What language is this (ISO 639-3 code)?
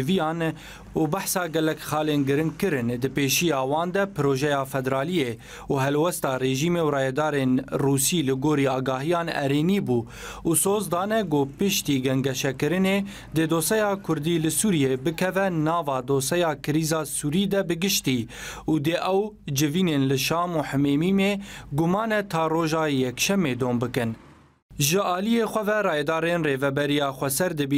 kur